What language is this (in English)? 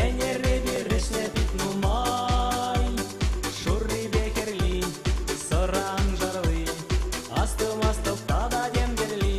Chuvash